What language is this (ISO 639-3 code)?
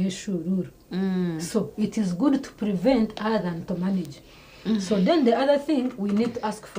nyn